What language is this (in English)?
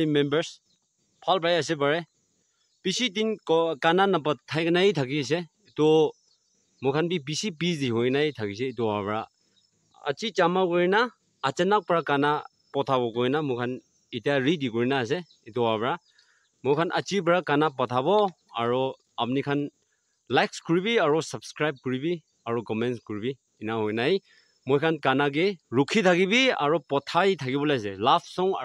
Naga Pidgin